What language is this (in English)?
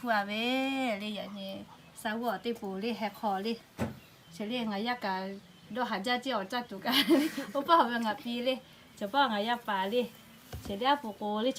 Lahu